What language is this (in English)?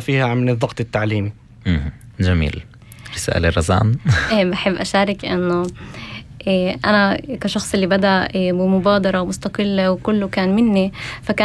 North Levantine Arabic